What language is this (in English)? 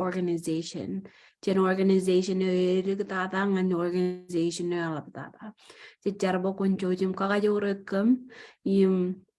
Marshallese